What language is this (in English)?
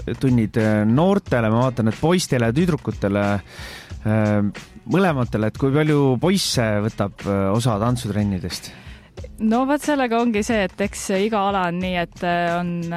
Estonian